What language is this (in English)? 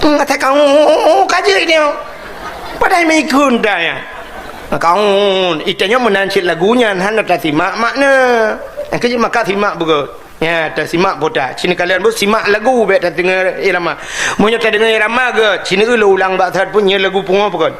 Achinese